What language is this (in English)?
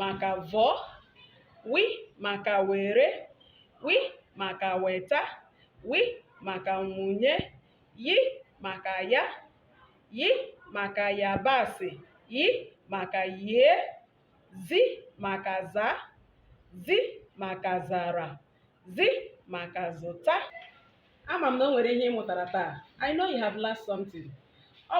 Igbo